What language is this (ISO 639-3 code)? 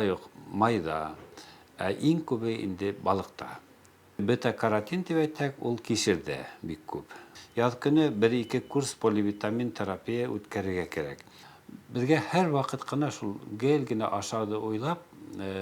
bak